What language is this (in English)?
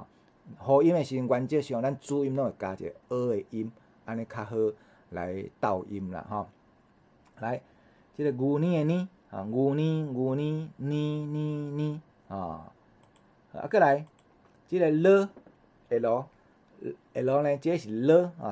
Min Nan Chinese